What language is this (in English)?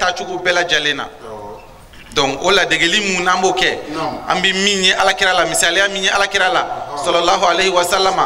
Bambara